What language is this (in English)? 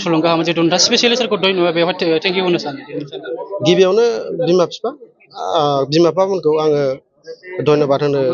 Bodo